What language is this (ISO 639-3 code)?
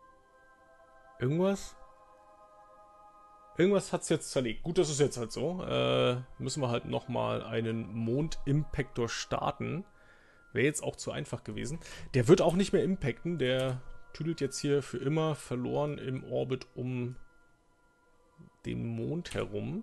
deu